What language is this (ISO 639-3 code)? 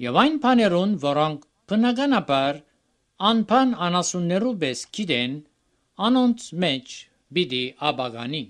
hye